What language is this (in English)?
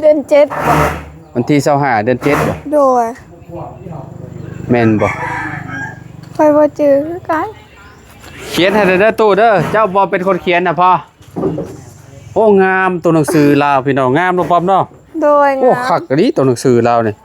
Lao